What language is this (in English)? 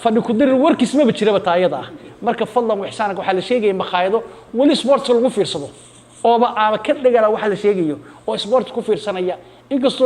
Somali